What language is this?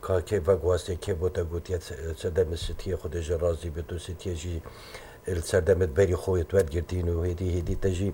Kurdish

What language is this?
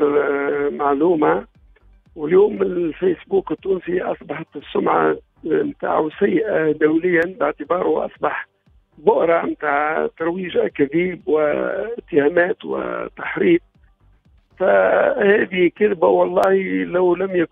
Tunisian Arabic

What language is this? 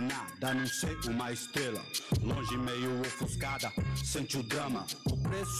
Portuguese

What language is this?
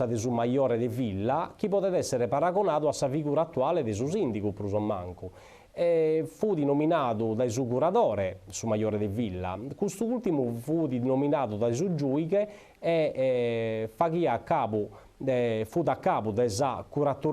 Sardinian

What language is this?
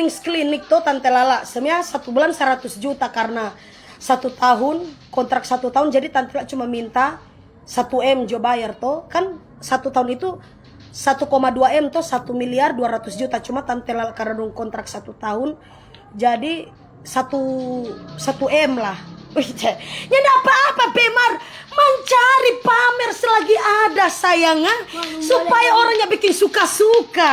Manado Malay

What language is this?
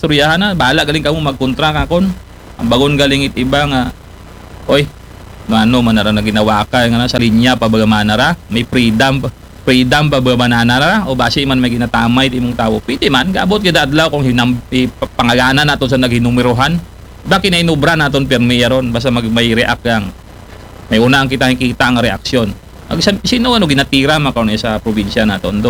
Aklanon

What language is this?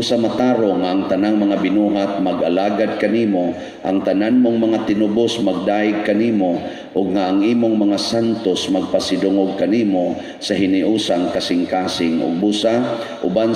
Cebuano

